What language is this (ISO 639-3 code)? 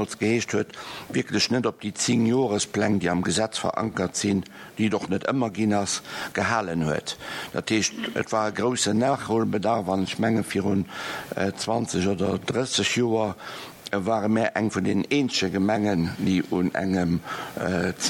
ltz